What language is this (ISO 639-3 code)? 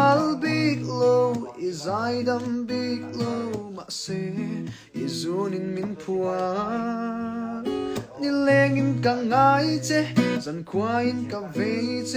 lus